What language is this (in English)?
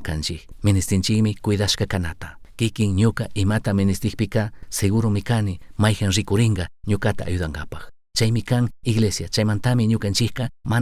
Chimborazo Highland Quichua